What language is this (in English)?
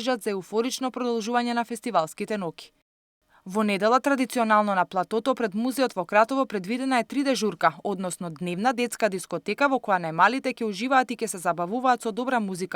Macedonian